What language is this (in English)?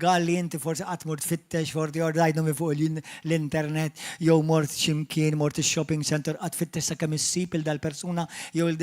Maltese